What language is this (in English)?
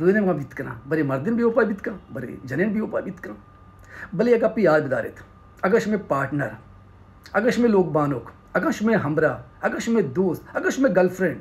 Baluchi